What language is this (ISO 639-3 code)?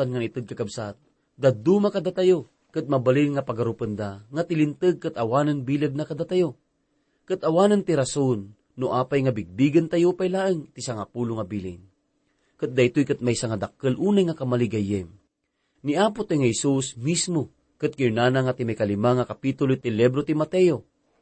ilo